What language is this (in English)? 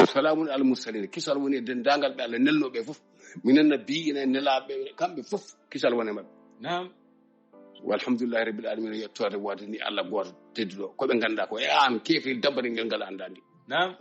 Fula